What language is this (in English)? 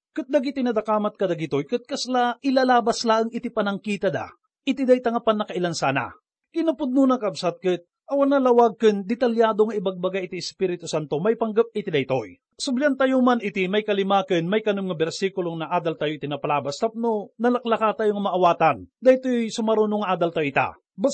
Iloko